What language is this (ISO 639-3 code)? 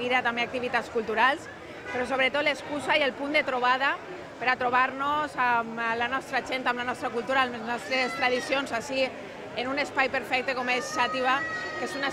cat